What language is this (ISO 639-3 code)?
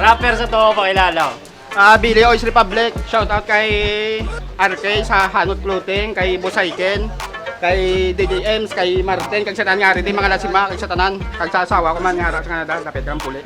hil